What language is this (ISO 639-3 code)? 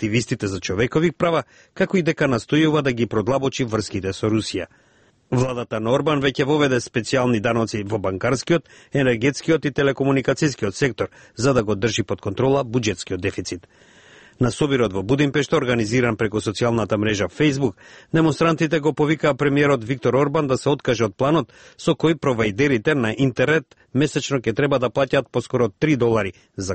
mkd